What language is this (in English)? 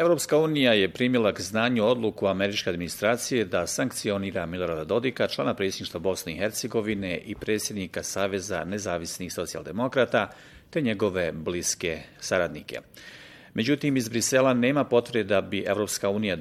Bosnian